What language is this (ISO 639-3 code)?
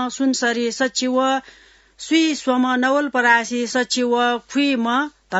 new